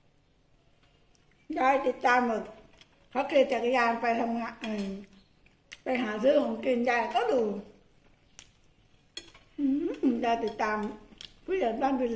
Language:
Thai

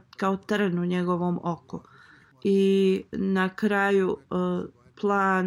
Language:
Bosnian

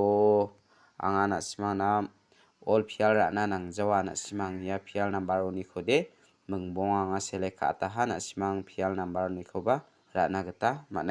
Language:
Garo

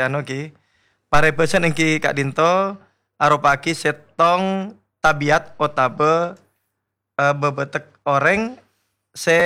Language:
Madurese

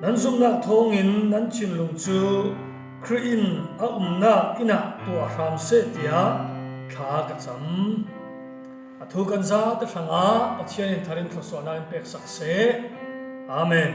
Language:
Falam Chin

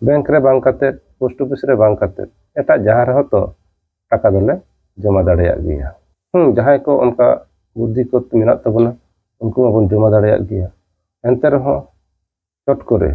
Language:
Santali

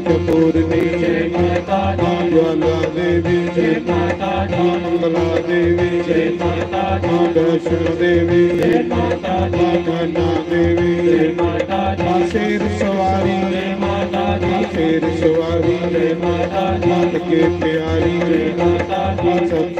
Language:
Dogri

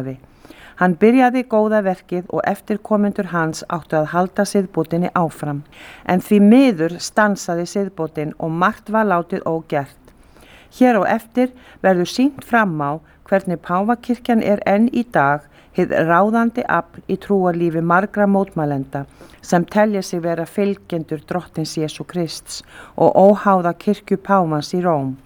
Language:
Icelandic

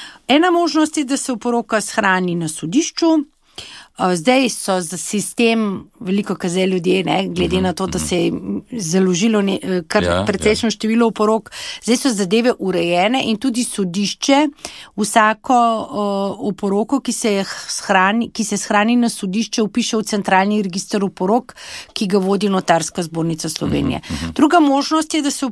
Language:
Slovenian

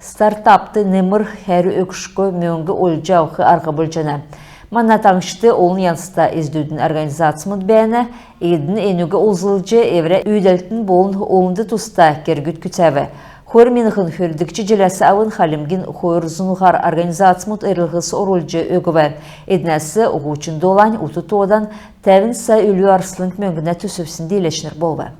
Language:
Kalmyk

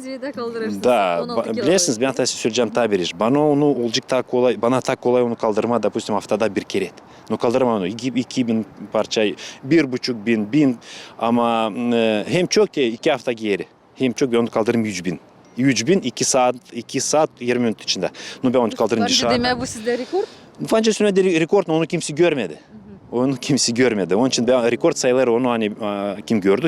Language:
Gagauz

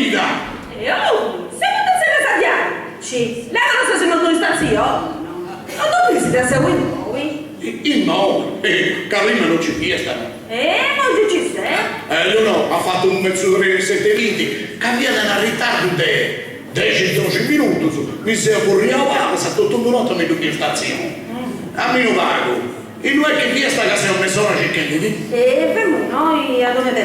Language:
Sardinian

